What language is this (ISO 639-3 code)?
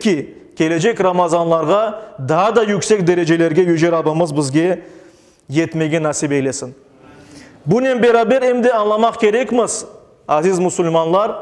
crh